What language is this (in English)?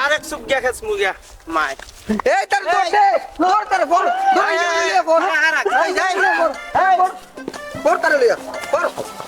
Sylheti